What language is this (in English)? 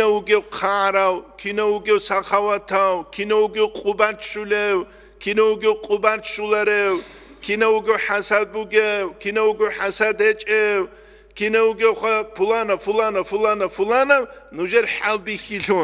Avaric